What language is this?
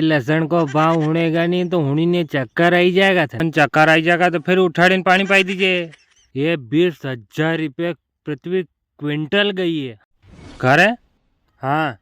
Rajasthani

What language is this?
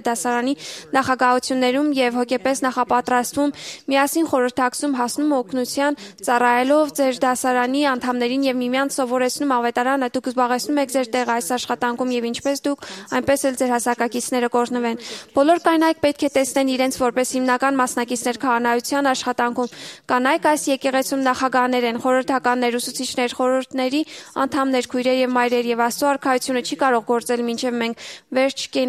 Armenian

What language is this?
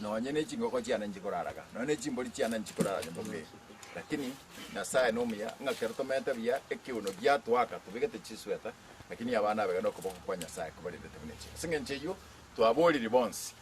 Gusii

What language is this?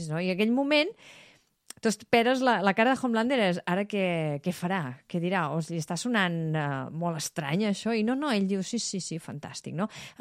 Catalan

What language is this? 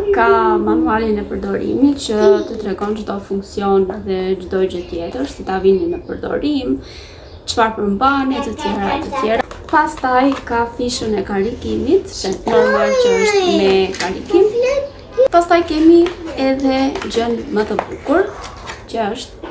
Albanian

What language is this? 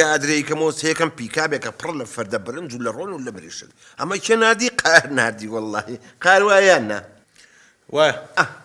Central Kurdish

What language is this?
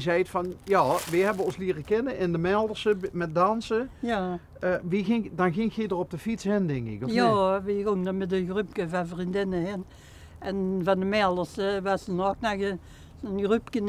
Limburgish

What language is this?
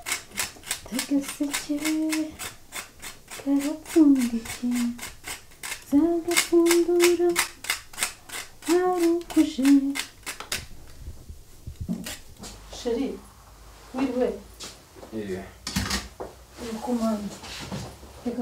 Kinyarwanda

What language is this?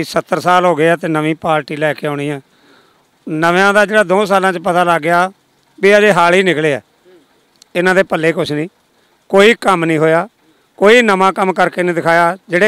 Punjabi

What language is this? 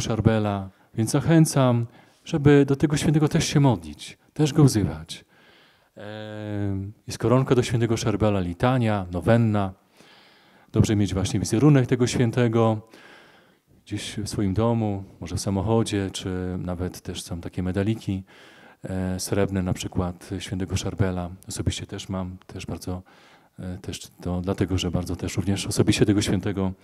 Polish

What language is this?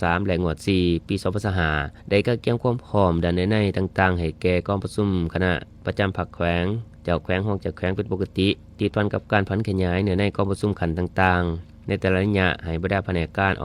Lao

